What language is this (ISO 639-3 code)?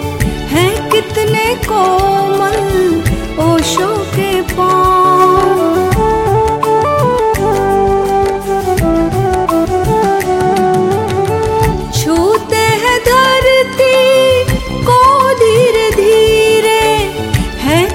hin